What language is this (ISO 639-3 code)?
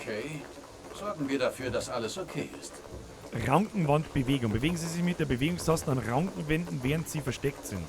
bar